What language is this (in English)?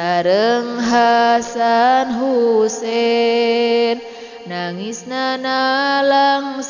Sundanese